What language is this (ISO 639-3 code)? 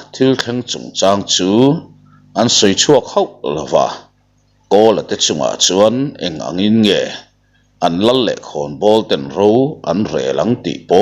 lus